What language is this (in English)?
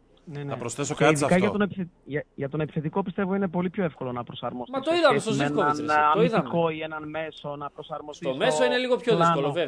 Greek